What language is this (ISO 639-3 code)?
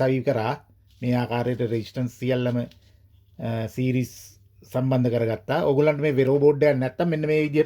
sin